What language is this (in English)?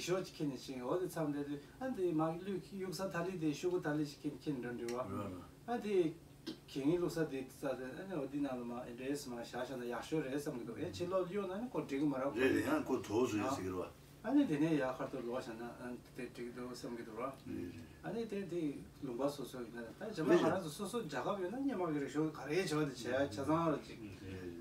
Tibetan